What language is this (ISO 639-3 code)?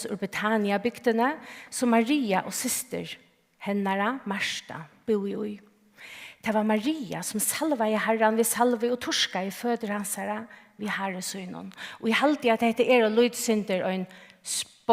fao